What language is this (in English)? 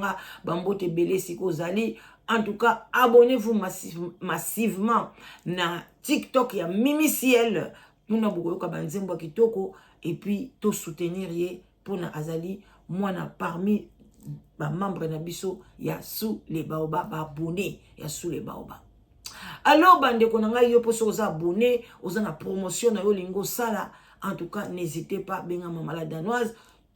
Lingala